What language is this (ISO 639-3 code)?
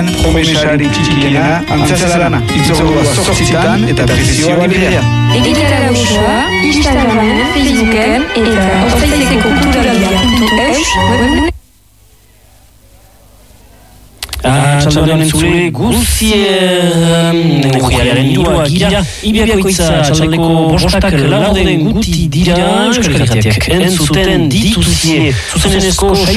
eus